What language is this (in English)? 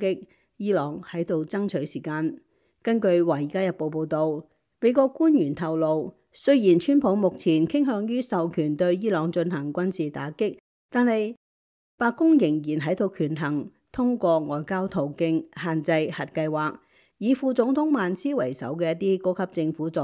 Cantonese